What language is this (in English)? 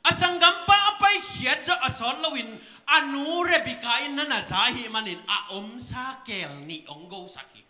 Tedim Chin